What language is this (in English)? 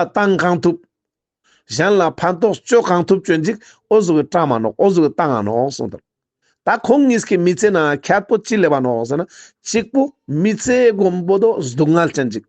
Ladakhi